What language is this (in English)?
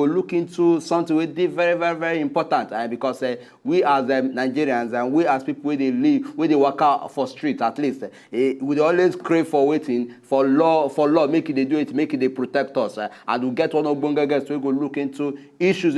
Nigerian Pidgin